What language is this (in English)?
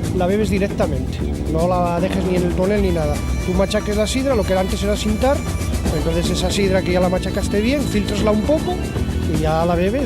Asturian